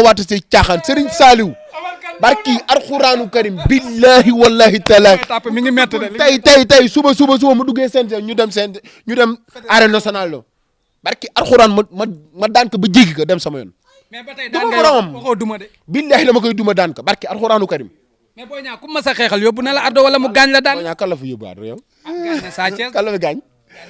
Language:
Wolof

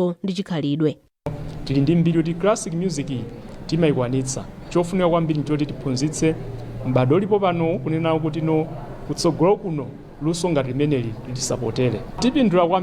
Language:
Nyanja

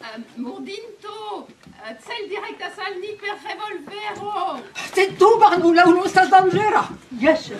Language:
Esperanto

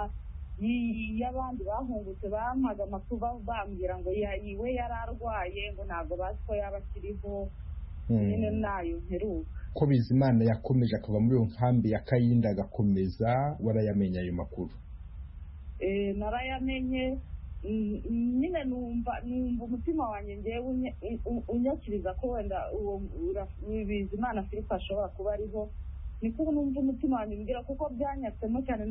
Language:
Kinyarwanda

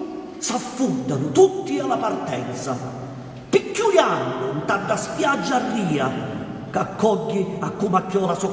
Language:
Sicilian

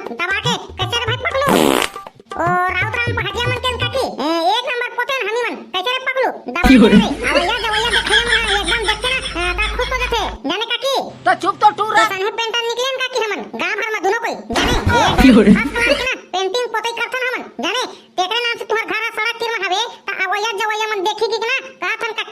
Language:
Chhattisgarhi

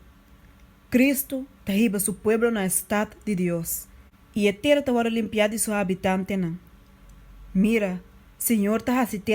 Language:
Papiamento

